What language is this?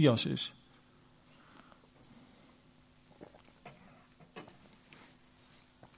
Afrikaans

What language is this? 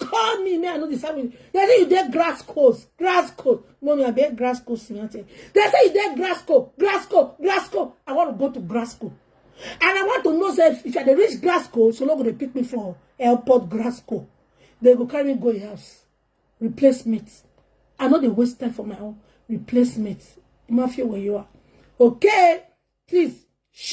Nigerian Pidgin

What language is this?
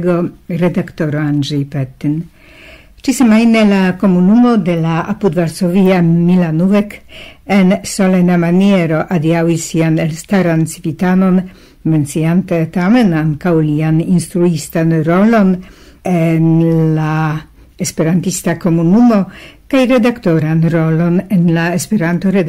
Esperanto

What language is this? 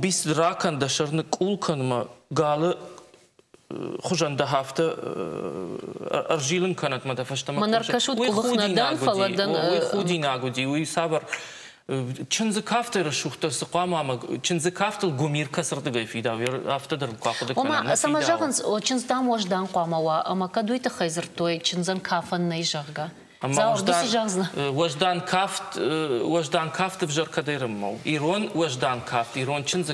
Ossetic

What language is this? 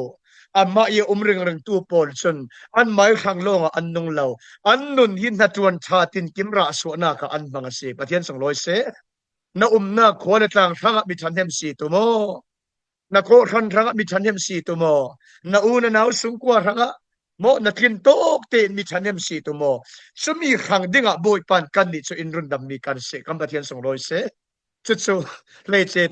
Falam Chin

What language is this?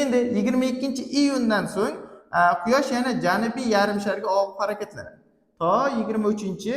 Uzbek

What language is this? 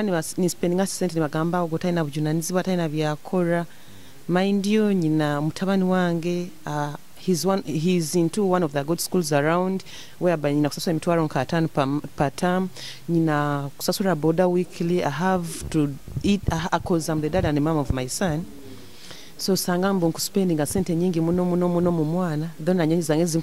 Nyoro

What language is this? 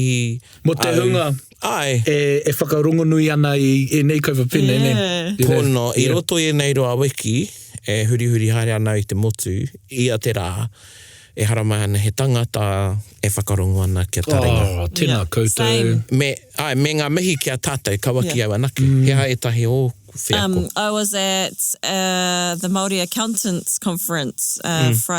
Māori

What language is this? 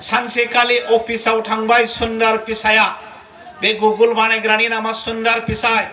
Bodo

